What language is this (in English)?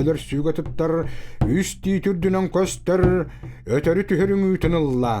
Yakut